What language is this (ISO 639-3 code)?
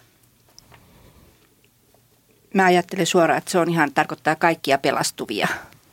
fin